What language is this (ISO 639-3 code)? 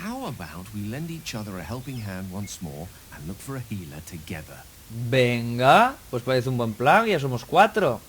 ast